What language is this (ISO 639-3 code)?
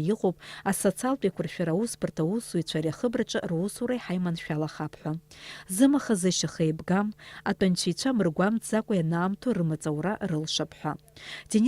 abk